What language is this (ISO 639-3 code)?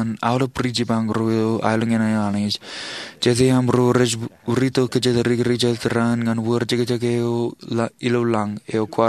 mah